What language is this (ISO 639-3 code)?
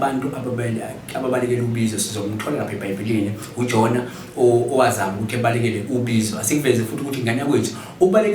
zul